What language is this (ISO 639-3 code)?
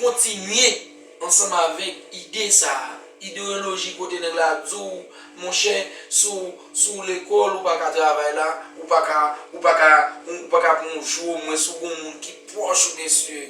hat